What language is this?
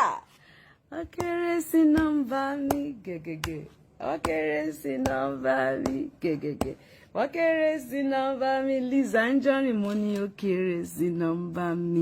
Yoruba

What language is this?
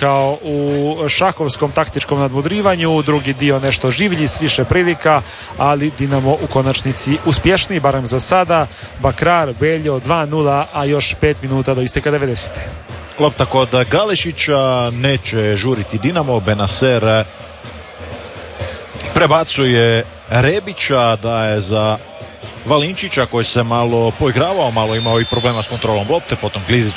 Croatian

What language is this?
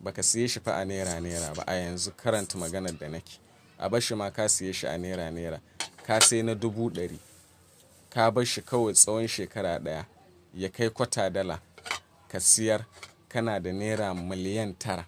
Hausa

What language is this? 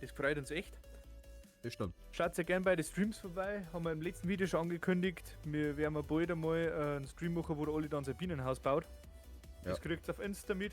Bavarian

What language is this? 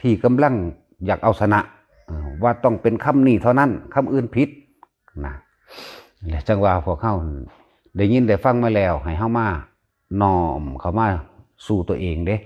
Northeastern Thai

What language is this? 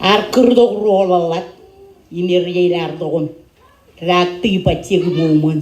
Marshallese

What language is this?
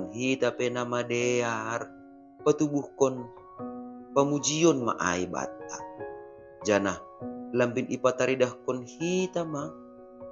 Batak Simalungun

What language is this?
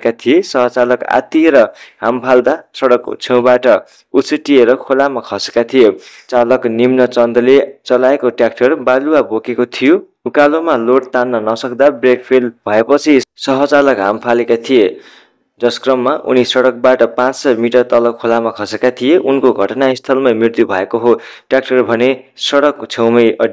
Nepali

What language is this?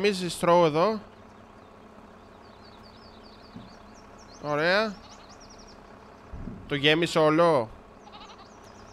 Greek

